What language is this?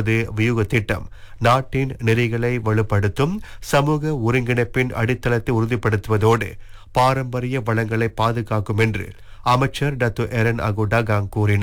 Tamil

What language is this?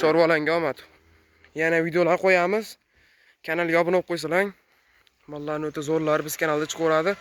Uzbek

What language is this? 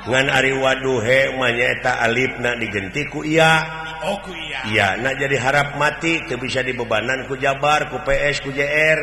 Sundanese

